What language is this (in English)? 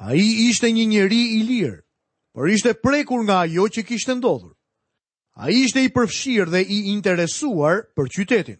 Albanian